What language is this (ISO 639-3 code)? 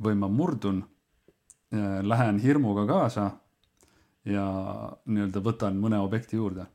est